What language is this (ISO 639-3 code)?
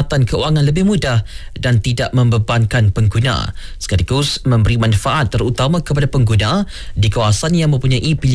msa